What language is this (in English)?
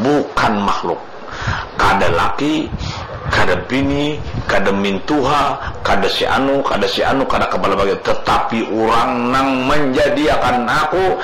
Banjar